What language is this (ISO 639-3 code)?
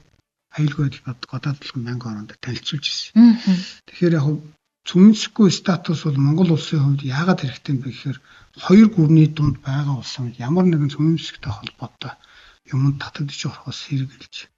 mon